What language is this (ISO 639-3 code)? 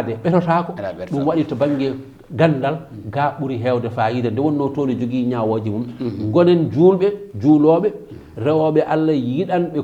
ful